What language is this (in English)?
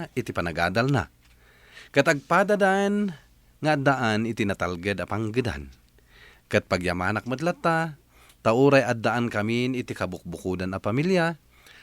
Iloko